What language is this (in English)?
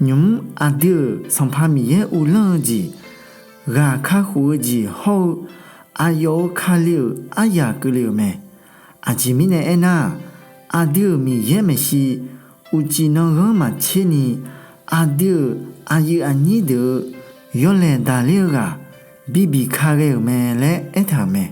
Akha